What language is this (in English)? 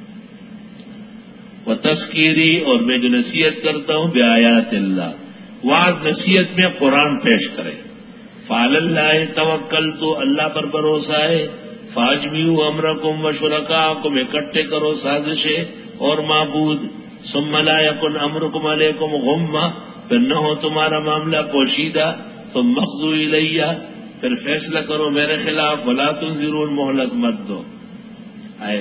Urdu